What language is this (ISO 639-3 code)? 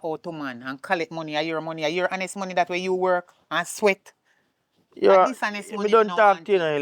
jam